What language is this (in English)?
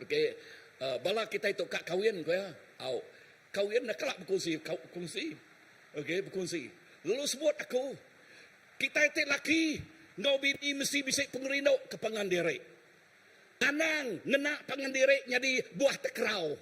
Iban